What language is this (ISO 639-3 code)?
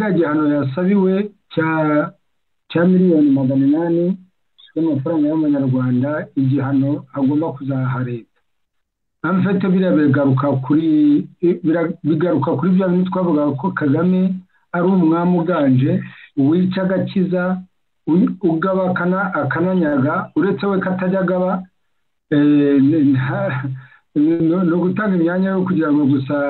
kin